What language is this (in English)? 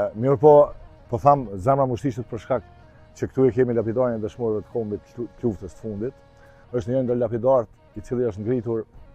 Albanian